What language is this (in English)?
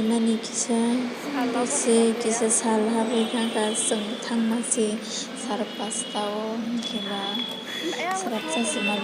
Kok Borok